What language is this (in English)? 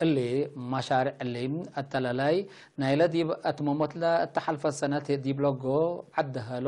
Tigre